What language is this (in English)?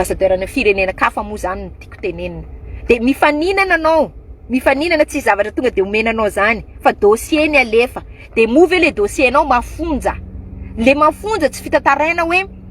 Malagasy